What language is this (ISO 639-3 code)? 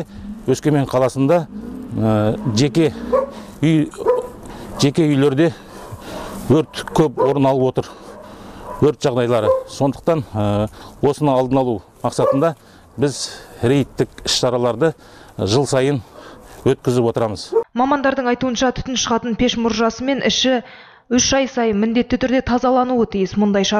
kaz